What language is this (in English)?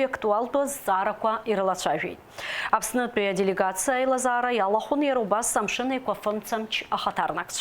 Abkhazian